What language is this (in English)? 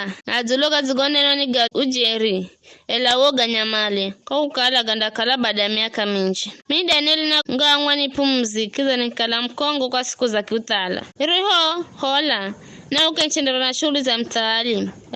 Giryama